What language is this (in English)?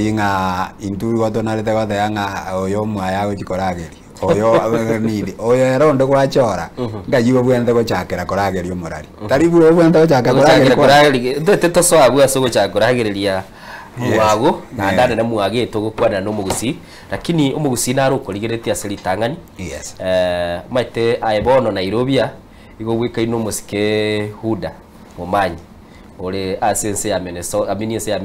Gusii